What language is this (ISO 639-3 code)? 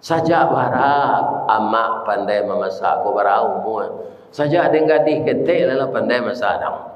min